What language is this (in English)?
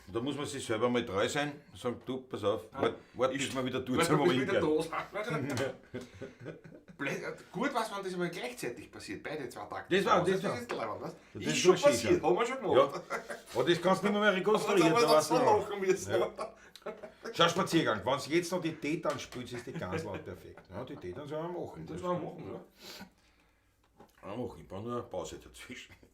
Bavarian